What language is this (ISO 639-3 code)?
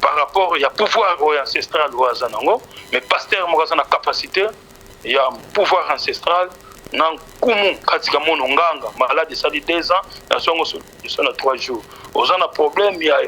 lin